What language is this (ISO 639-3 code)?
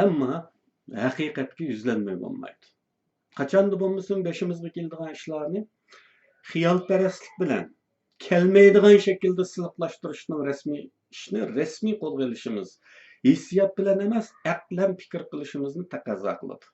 uig